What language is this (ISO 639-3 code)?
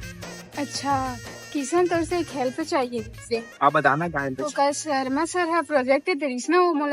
hne